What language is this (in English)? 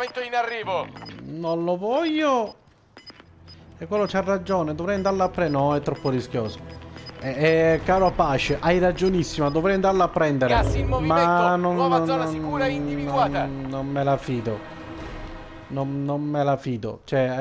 Italian